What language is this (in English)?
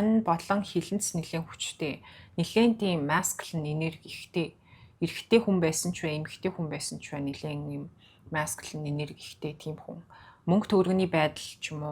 Mongolian